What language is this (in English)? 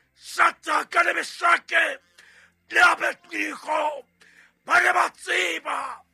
Southern Sotho